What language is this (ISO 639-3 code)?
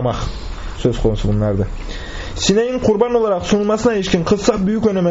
tur